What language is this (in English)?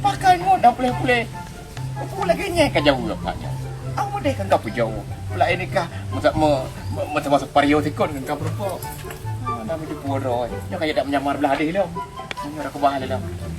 Achinese